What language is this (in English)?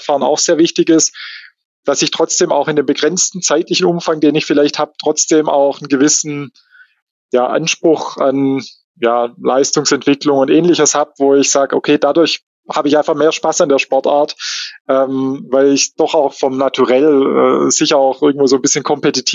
German